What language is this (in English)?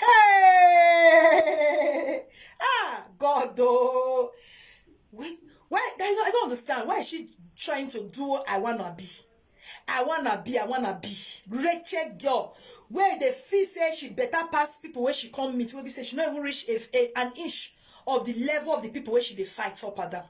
Nigerian Pidgin